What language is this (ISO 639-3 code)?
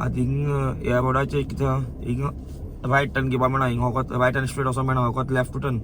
kok